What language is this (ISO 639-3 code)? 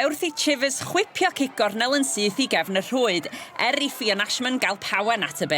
cym